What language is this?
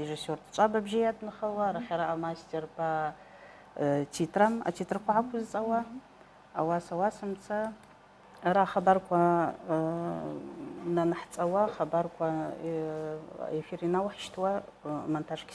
Abkhazian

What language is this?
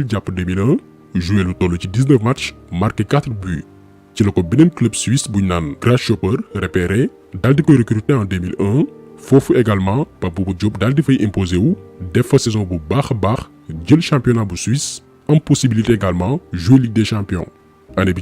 Wolof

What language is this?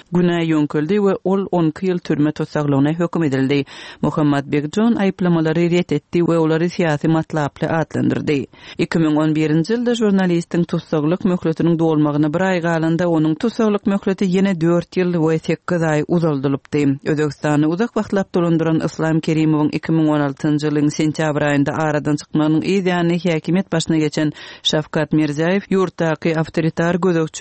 Turkmen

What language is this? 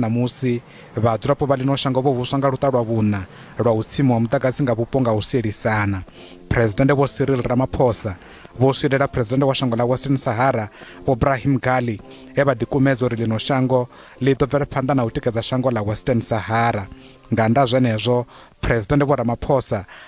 Venda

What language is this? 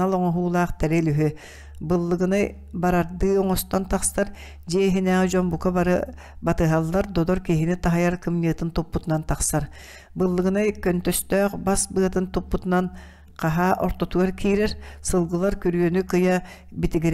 Yakut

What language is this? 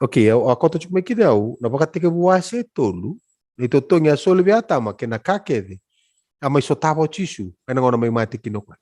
Fijian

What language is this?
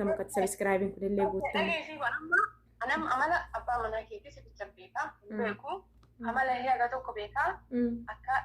Oromo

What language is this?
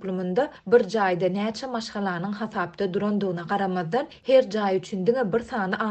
Turkmen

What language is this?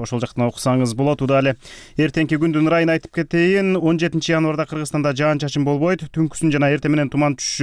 Kyrgyz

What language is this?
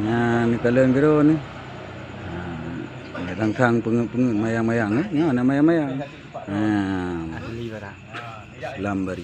Achinese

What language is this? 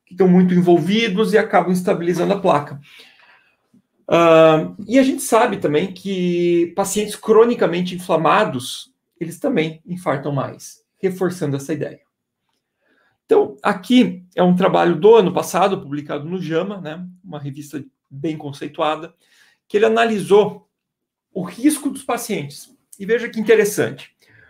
Portuguese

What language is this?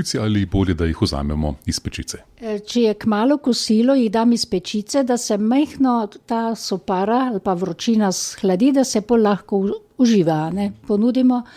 Slovenian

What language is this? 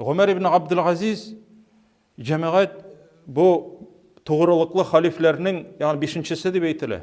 Tatar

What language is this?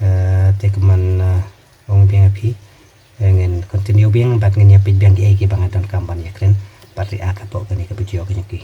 Khasi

